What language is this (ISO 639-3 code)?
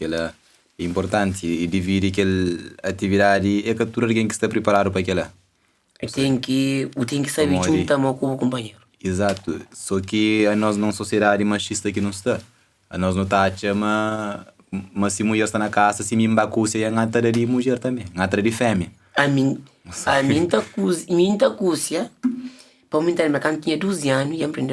kea